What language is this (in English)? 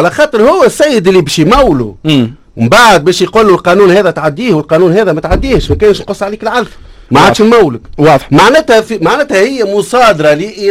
Tunisian Arabic